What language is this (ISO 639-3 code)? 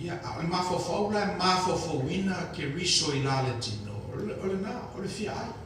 smo